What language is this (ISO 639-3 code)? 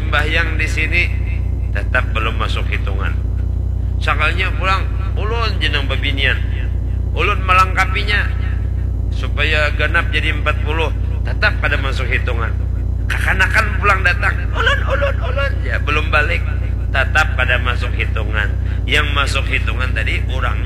bjn